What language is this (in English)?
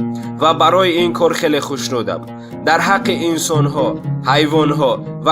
Tajik